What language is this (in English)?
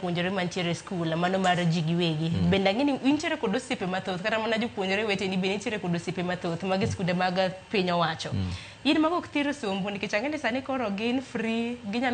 Luo (Kenya and Tanzania)